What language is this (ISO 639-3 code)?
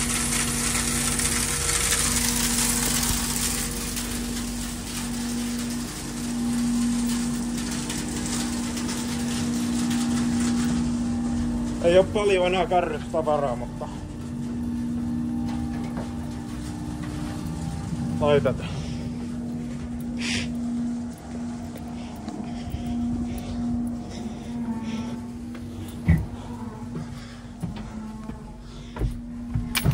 fin